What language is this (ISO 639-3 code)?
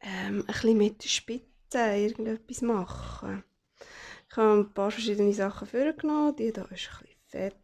gsw